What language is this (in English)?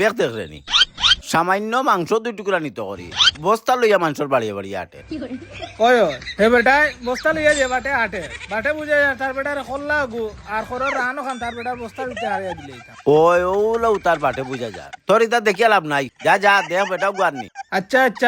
Sylheti